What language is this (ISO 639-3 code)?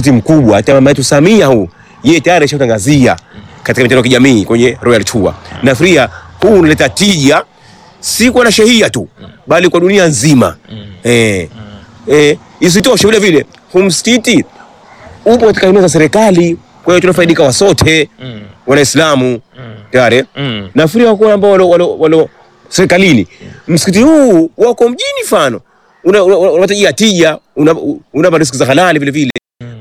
swa